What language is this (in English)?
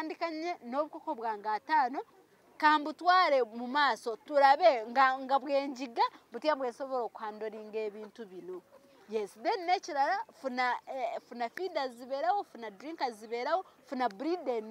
Ganda